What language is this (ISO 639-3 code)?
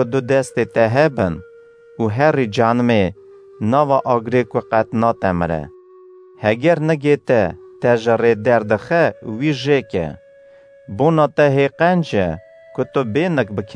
kur